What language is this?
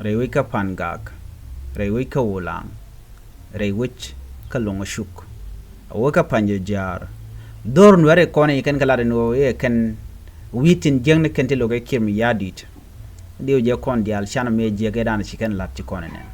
Nuer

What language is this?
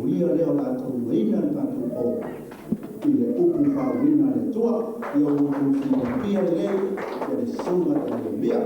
Samoan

